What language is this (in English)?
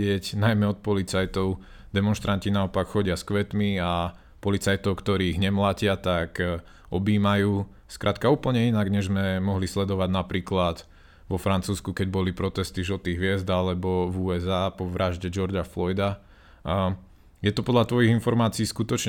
Slovak